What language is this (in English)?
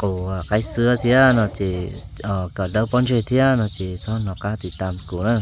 Hmong